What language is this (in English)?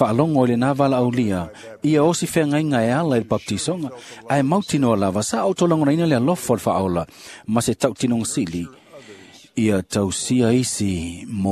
Samoan